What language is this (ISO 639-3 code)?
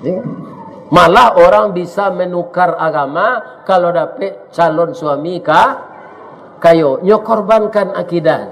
min